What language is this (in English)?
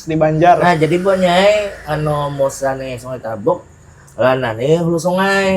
Banjar